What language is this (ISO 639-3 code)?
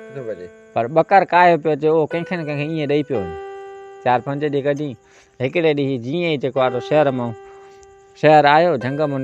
snd